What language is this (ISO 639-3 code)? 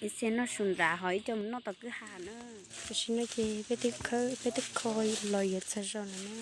hmn